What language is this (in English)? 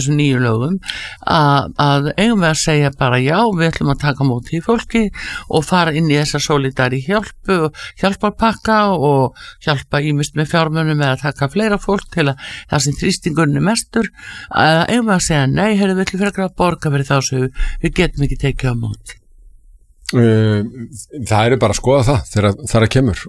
Icelandic